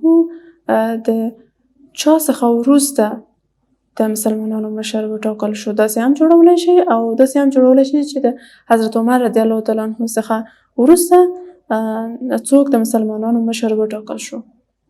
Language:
Pashto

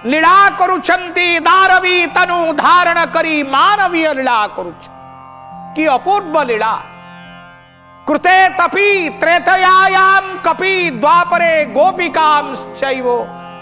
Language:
Odia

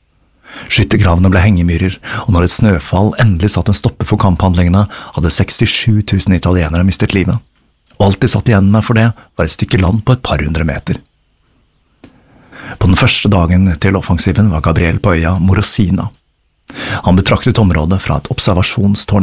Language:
Norwegian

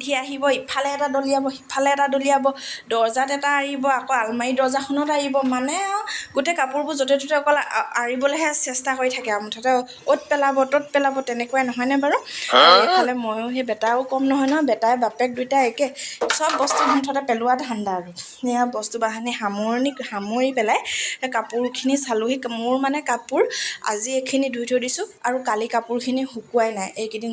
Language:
Assamese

